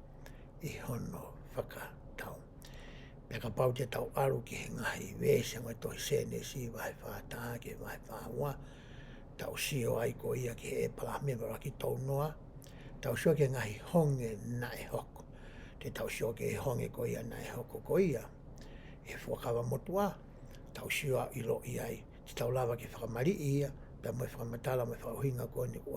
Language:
Tongan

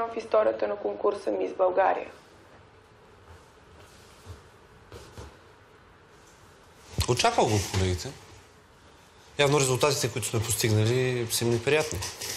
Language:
Bulgarian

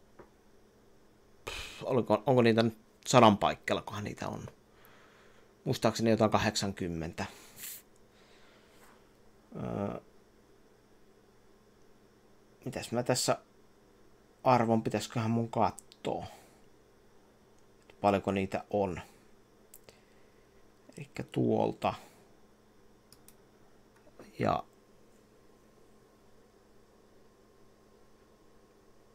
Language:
Finnish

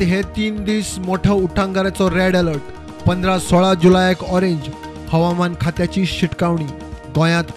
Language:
Konkani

